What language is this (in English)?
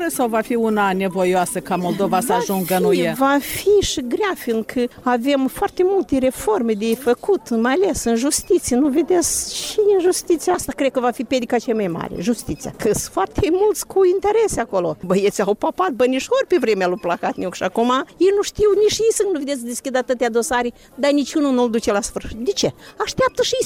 Romanian